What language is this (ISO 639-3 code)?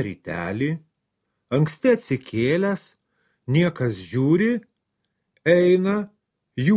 lit